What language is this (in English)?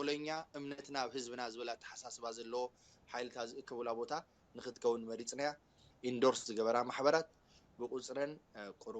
Tigrinya